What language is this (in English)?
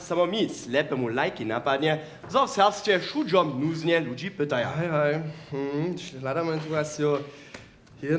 Upper Sorbian